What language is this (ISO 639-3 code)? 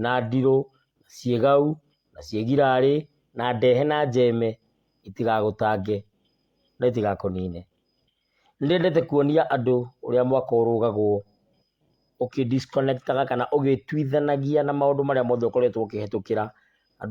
kik